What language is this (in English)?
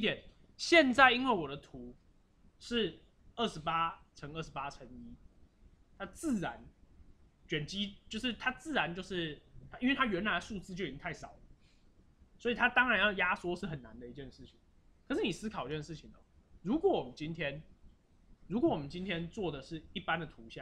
Chinese